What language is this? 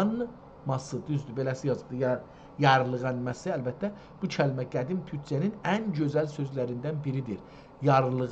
South Azerbaijani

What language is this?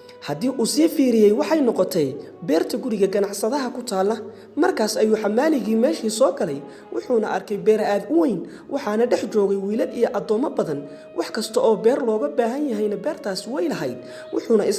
Somali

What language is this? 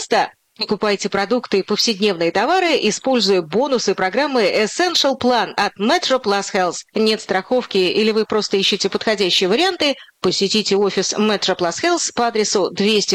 Russian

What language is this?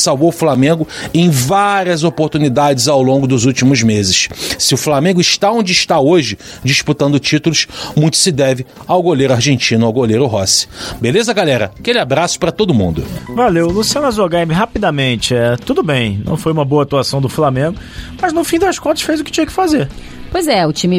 Portuguese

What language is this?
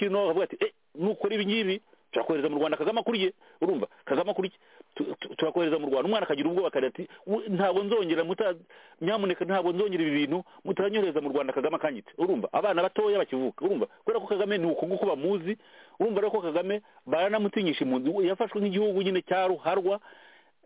Kinyarwanda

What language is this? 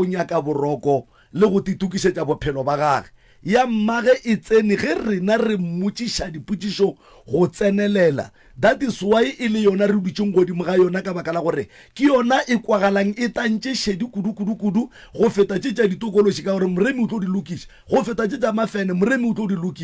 Northern Sotho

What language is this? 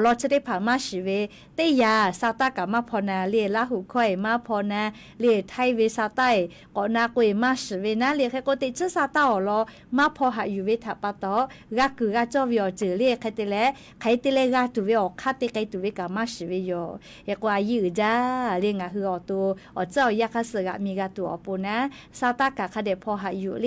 Lahu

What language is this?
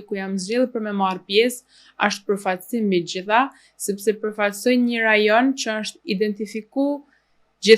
Albanian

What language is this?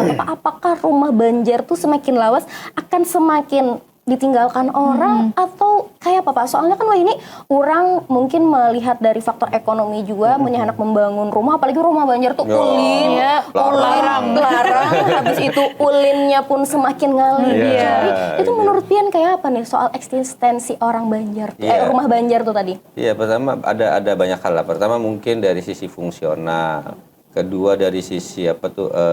Banjar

